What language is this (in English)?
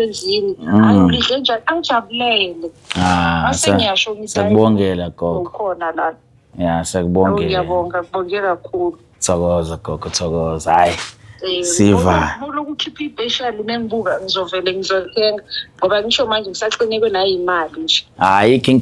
Zulu